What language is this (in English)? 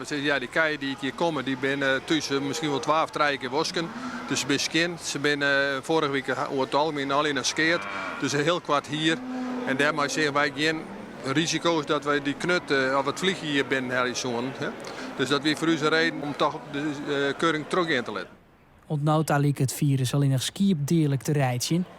Western Frisian